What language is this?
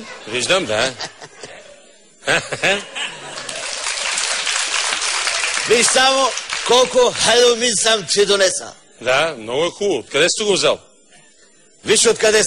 Bulgarian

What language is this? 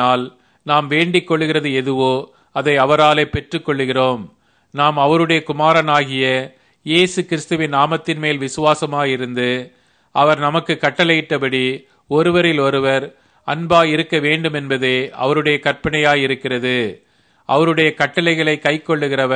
Tamil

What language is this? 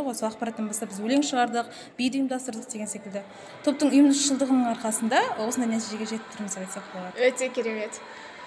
Kazakh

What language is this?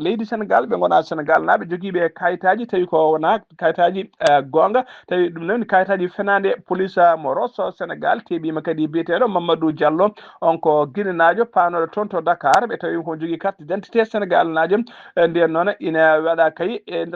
Fula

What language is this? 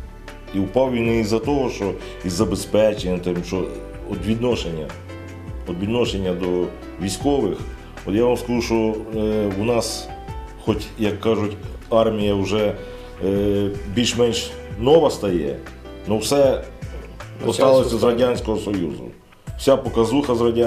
Ukrainian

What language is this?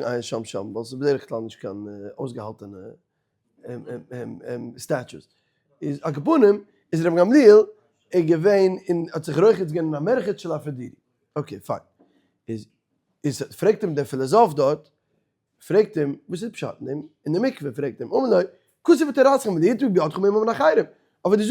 Yiddish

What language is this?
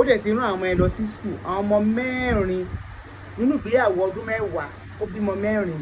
Yoruba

